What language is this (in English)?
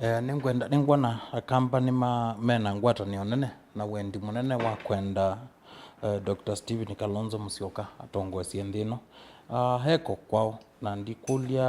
Kamba